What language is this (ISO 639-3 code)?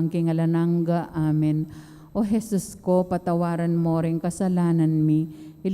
pam